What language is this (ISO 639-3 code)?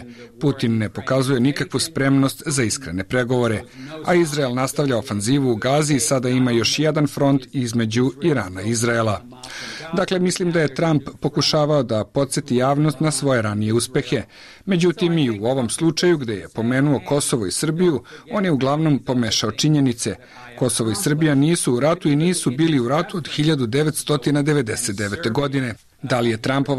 srp